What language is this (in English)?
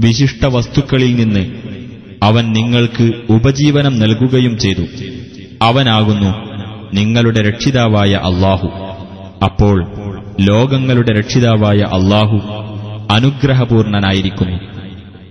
Malayalam